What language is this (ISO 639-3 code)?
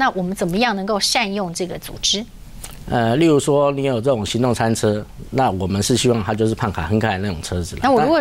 zho